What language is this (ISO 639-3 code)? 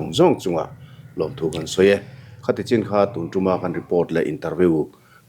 lus